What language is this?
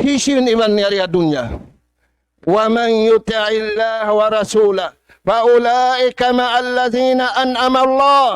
Tausug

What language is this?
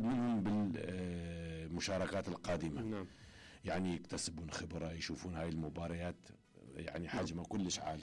Mesopotamian Arabic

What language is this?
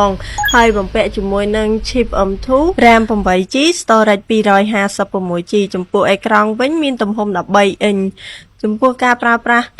Khmer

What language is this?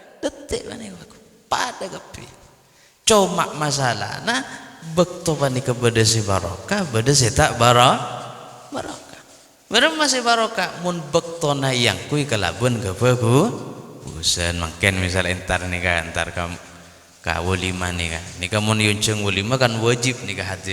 Madurese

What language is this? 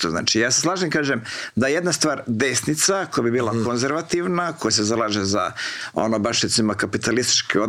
Croatian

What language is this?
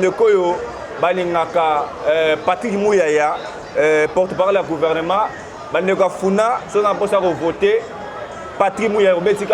Lingala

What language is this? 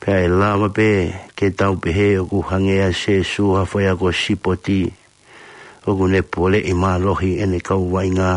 Tongan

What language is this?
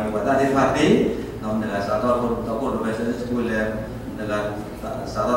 S'gaw Karen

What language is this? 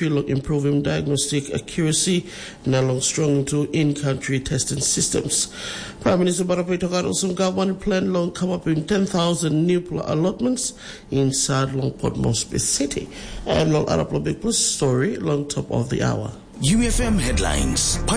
Tok Pisin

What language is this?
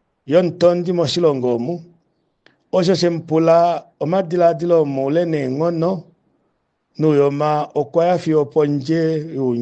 Kuanyama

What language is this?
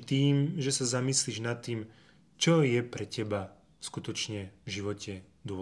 Slovak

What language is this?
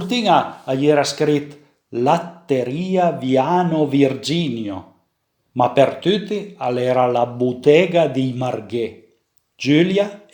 Piedmontese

